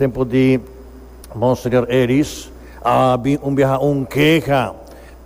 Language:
Papiamento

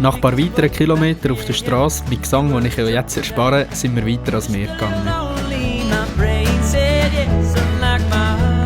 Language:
Swiss German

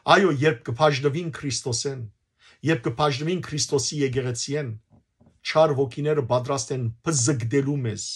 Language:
Western Armenian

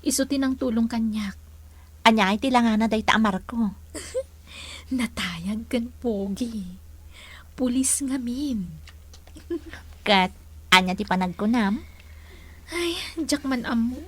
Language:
Iloko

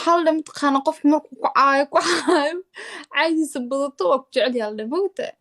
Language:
Somali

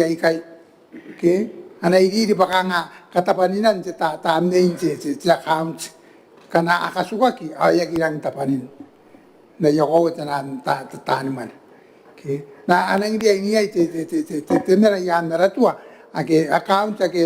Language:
Gilbertese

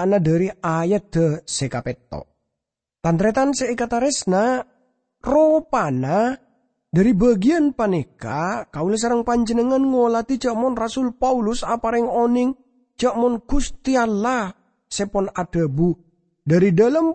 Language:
Madurese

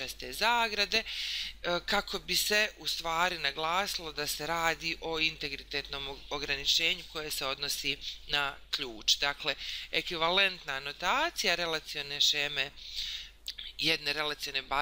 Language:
Bosnian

